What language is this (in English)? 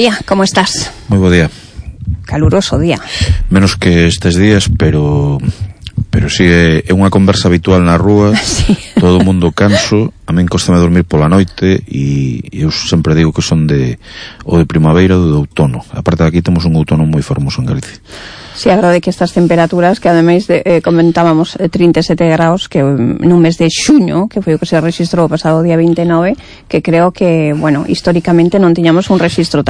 Galician